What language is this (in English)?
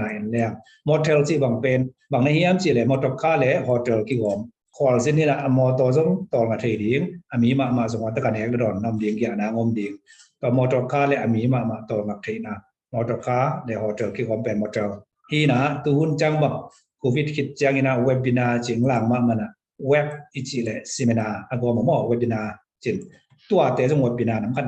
Tedim Chin